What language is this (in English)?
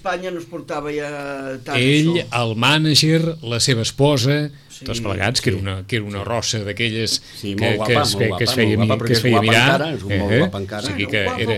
Catalan